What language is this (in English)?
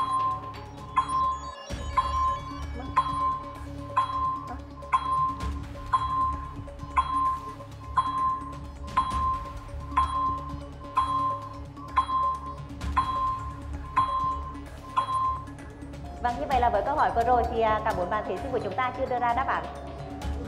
Vietnamese